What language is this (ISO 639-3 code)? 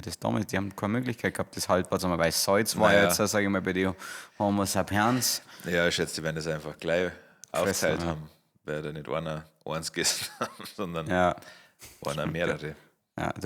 bar